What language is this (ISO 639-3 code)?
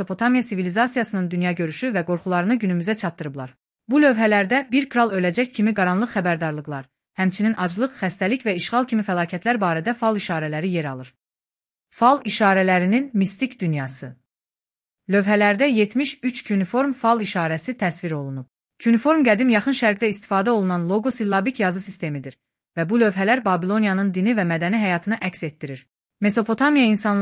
aze